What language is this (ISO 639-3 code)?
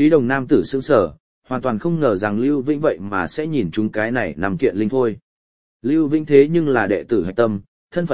vie